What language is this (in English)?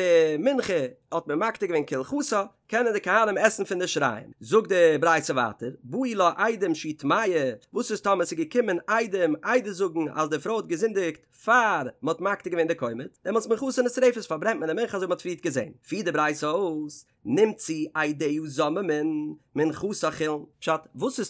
Yiddish